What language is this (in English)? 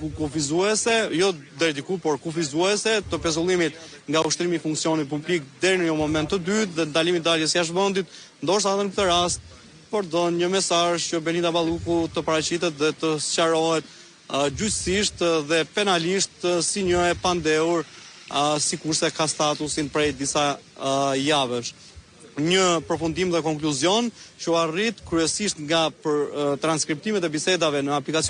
Albanian